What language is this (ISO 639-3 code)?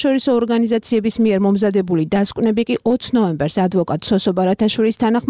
kat